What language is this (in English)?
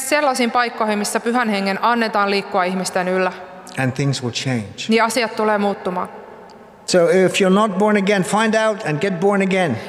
Finnish